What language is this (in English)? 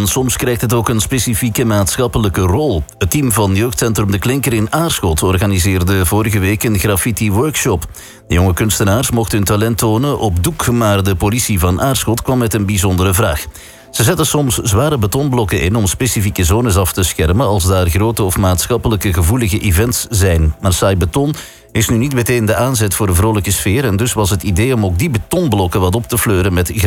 Dutch